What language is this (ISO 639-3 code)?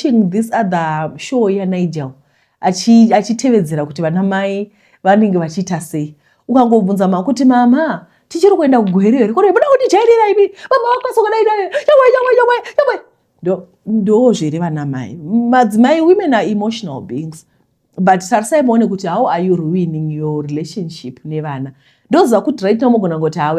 sna